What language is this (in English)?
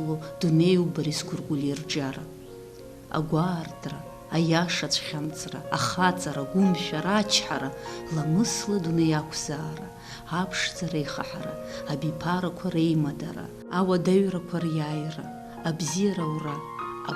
Abkhazian